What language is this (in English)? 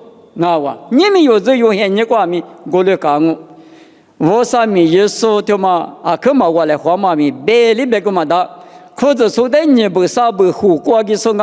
Lisu